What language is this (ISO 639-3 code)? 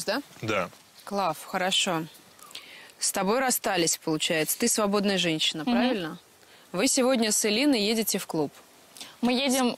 rus